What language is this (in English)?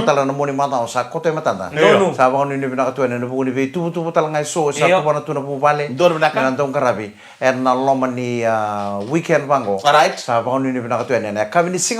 Fijian